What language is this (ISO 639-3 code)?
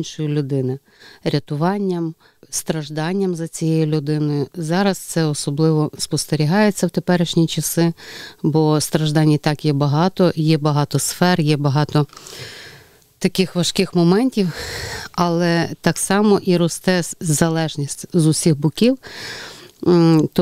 ukr